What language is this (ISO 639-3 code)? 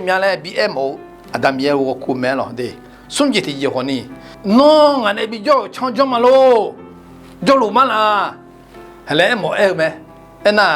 ahk